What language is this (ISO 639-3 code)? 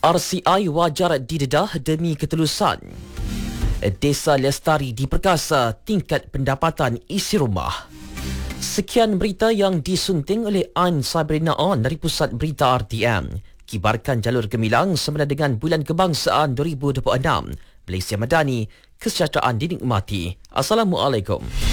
msa